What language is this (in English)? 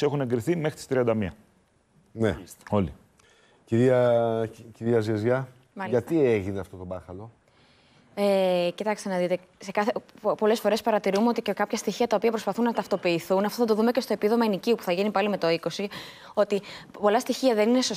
Greek